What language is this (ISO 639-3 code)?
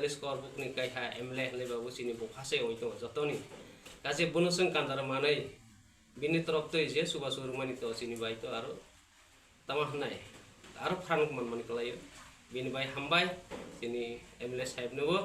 trp